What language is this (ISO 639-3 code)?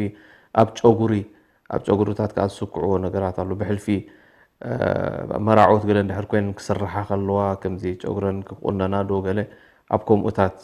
tir